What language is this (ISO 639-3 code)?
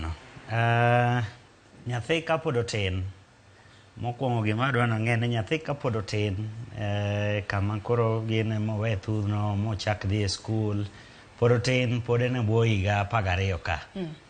luo